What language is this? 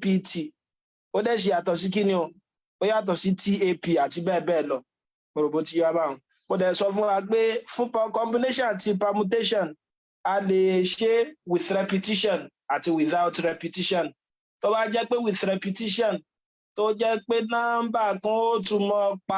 Yoruba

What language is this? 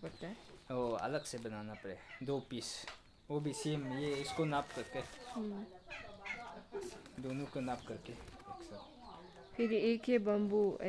Hindi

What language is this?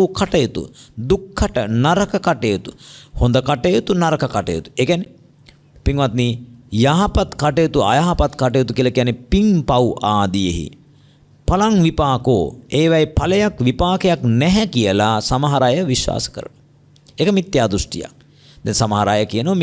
Sinhala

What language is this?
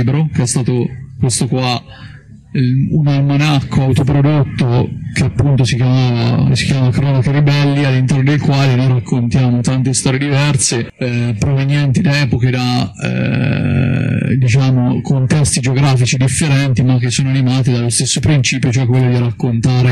Italian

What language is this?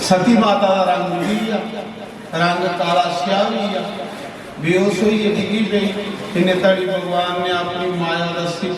Dogri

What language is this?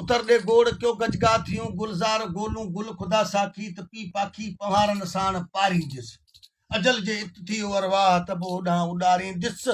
Sindhi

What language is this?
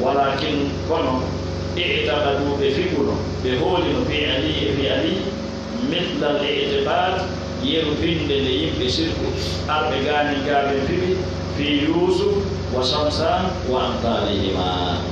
Fula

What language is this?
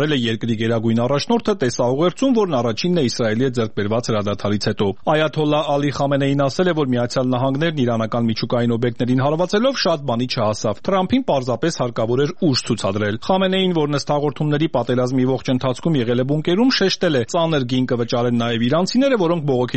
Armenian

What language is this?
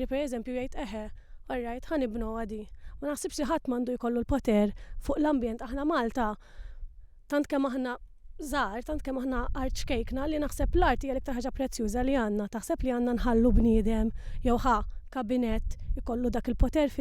Maltese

